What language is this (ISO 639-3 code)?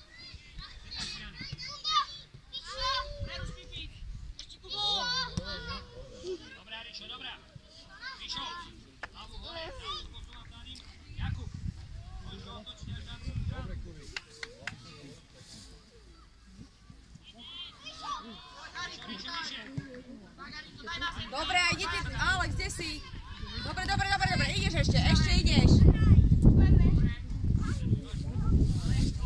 slk